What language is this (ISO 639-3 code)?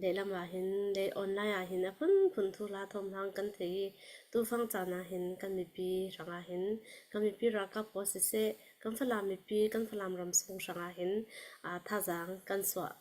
cnh